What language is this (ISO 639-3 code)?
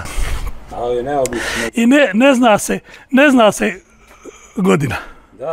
bos